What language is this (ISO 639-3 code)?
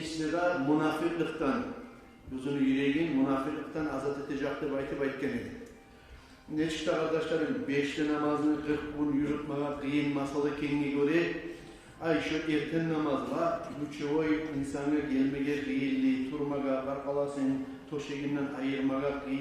kum